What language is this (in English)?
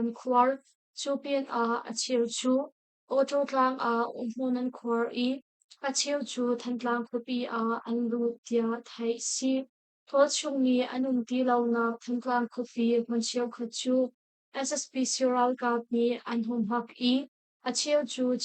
Hakha Chin